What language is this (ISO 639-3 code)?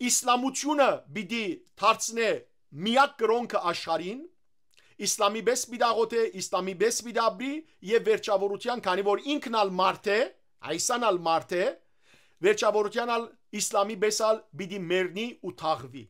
hyw